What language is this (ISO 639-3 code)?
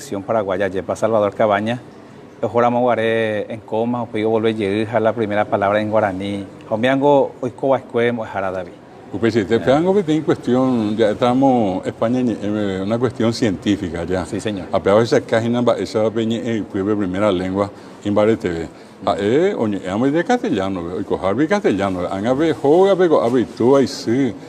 grn